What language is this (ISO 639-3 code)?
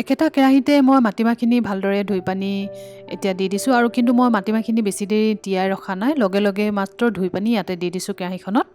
asm